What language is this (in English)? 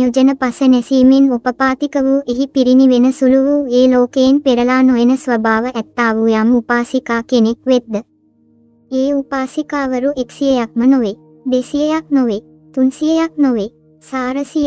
Sinhala